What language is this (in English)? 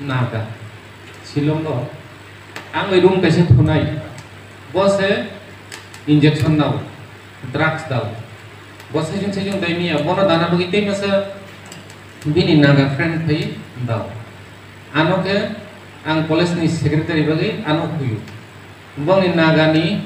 Kok Borok